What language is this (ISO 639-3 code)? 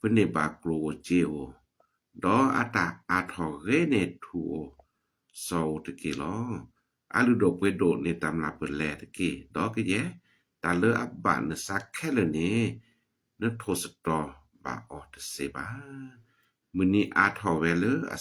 ksw